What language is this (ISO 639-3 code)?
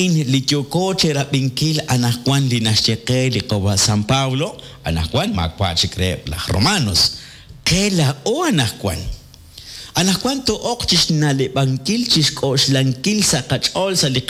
kek